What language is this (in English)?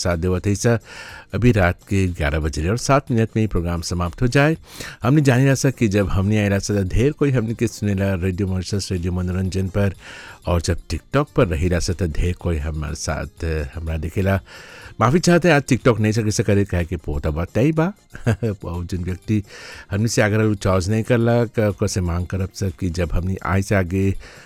Bhojpuri